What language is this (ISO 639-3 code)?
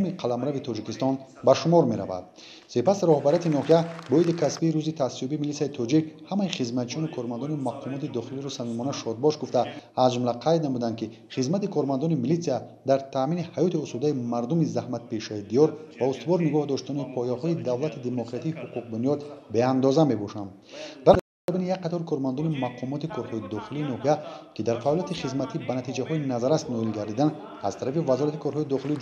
tgk